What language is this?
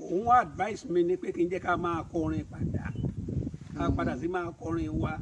Yoruba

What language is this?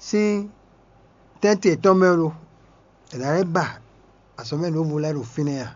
Fon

